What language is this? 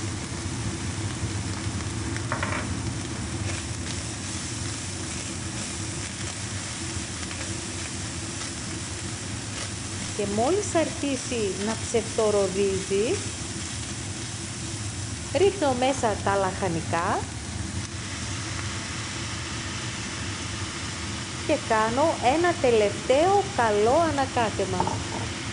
Greek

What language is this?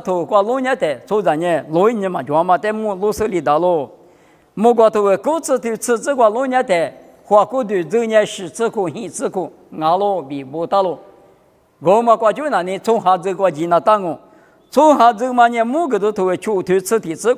Lisu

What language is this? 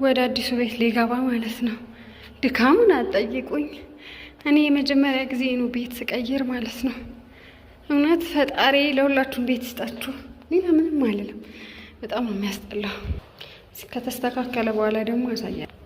Amharic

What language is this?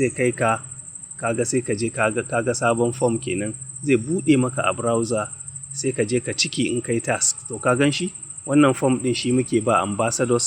Hausa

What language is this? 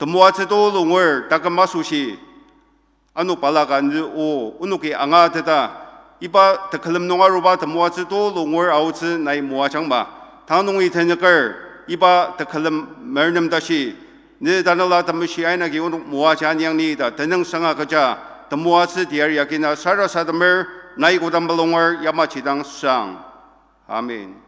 Ao Naga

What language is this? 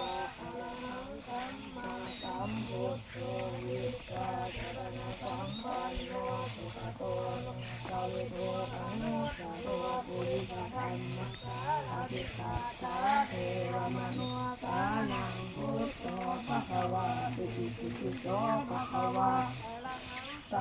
Pali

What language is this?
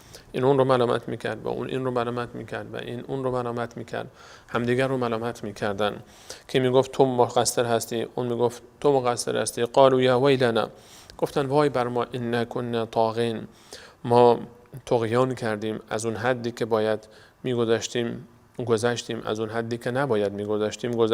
Persian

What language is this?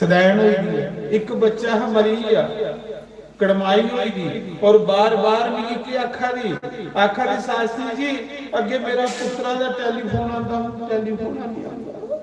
Dogri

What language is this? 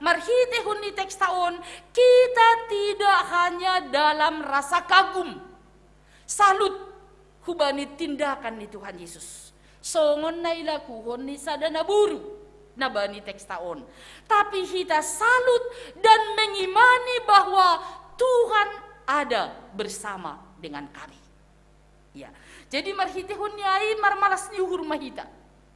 Batak Simalungun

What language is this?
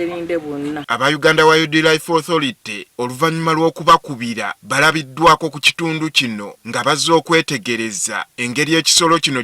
Ganda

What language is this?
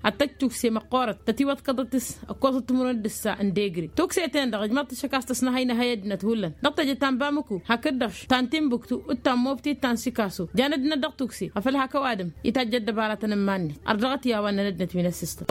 Tamasheq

